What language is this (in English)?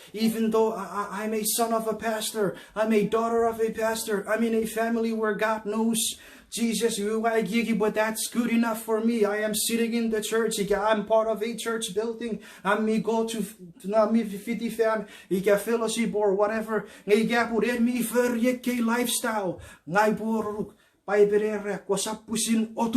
Chuukese